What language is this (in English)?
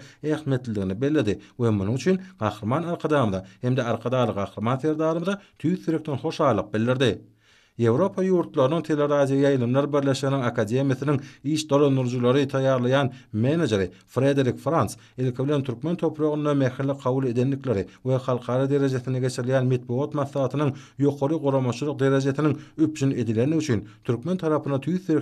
Turkmen